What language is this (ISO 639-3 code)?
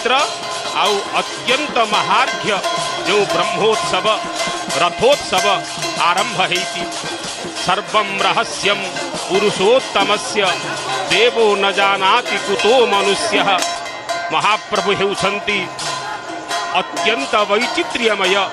ori